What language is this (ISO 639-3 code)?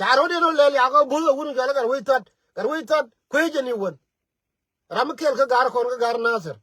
nus